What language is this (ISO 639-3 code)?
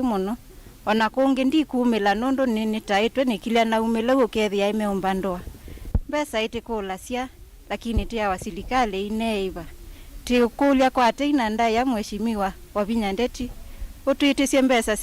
kam